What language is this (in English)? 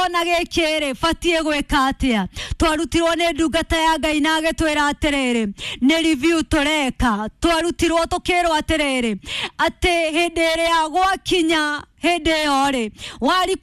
Kikuyu